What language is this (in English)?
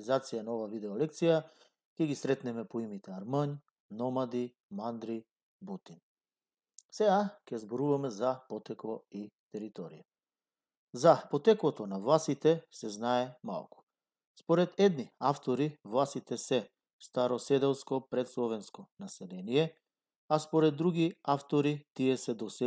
Macedonian